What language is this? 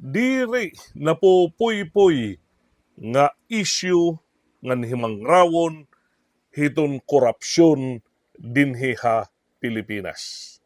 Waray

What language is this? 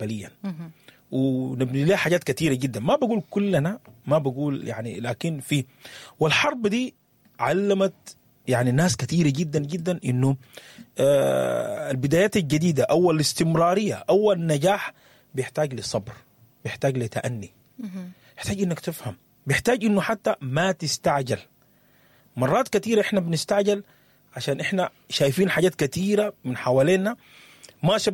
Sudanese Arabic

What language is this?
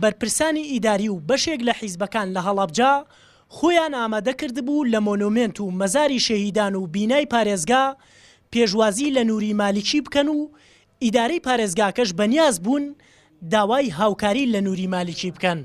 Central Kurdish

